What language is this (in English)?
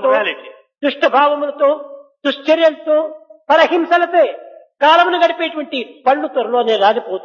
Telugu